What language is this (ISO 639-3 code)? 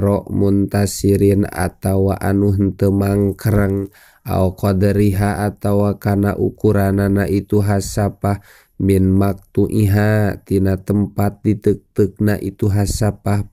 sun